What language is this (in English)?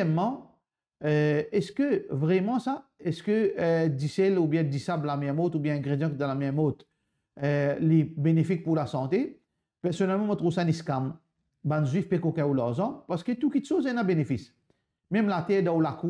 Morisyen